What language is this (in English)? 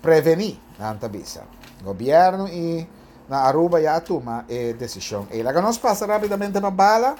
Papiamento